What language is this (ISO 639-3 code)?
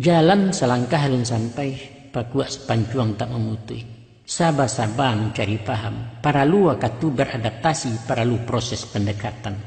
min